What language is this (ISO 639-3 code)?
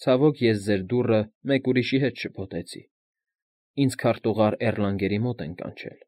hye